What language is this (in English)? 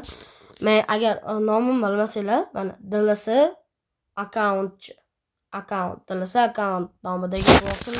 Uzbek